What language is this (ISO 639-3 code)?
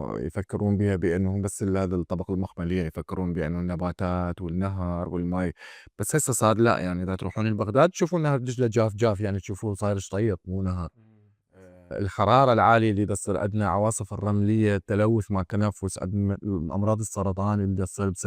acm